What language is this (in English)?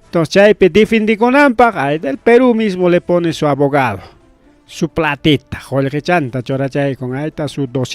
Ayacucho Quechua